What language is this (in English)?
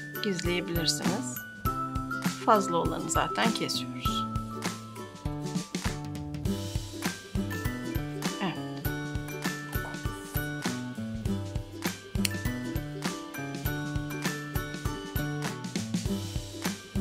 Turkish